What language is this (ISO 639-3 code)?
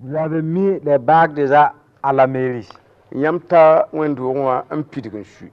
mos